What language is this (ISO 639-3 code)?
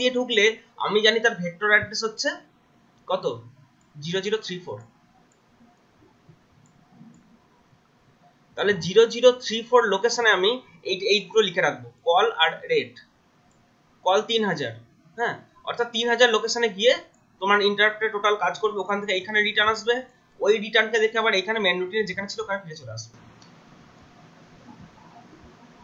ben